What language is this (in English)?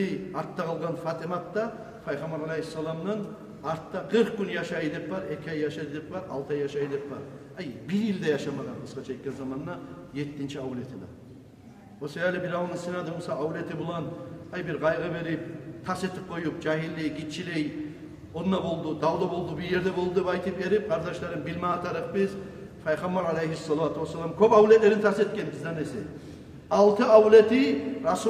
Kumyk